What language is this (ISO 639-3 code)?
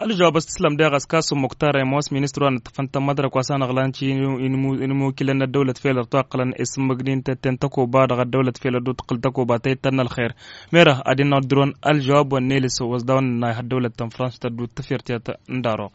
taq